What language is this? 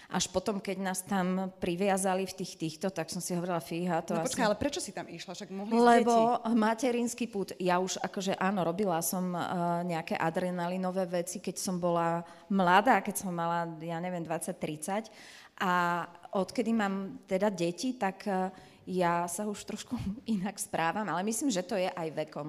Slovak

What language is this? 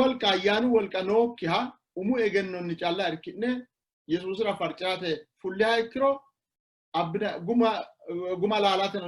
Sidamo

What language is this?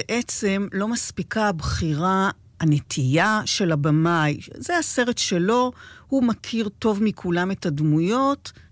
Hebrew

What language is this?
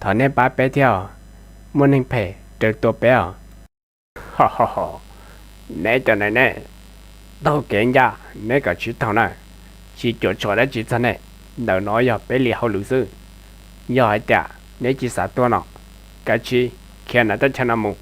Hmong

